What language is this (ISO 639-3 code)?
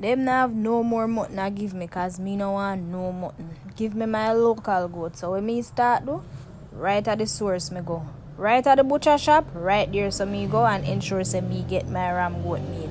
jam